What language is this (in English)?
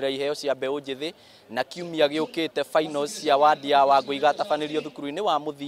Kikuyu